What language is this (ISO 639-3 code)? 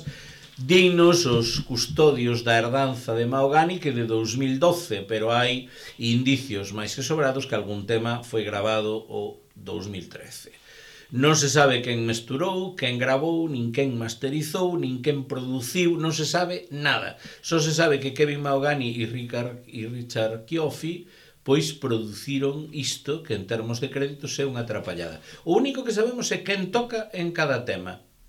glg